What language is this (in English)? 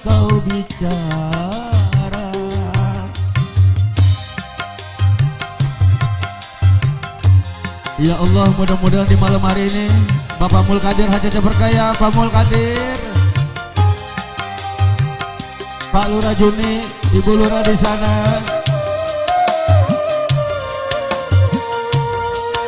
Indonesian